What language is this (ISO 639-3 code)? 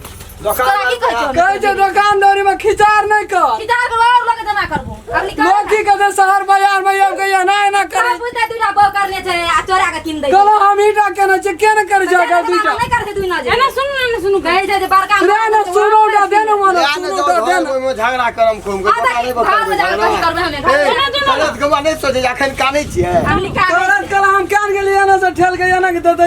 mai